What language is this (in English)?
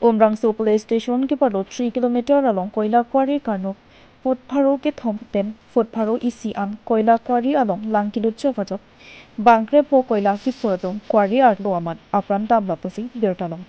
Karbi